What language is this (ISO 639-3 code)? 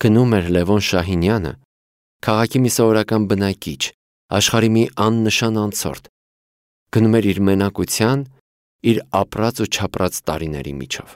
hye